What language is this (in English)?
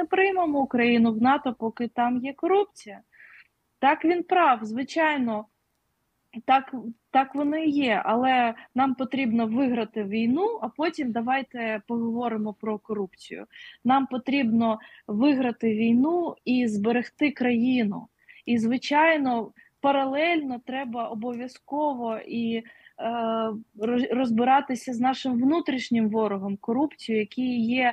Ukrainian